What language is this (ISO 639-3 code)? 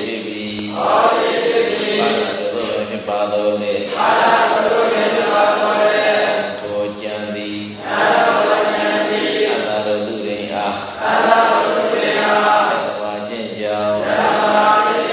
mya